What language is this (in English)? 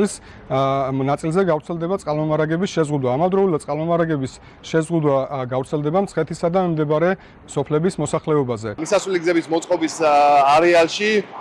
Georgian